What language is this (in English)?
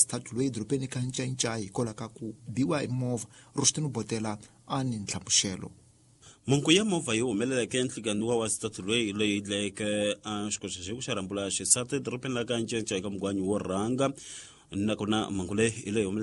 Tsonga